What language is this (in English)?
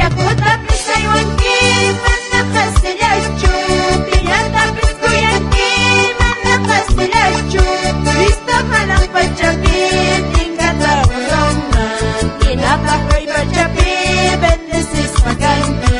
South Bolivian Quechua